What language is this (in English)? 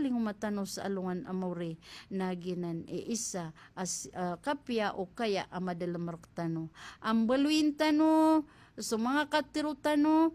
Maranao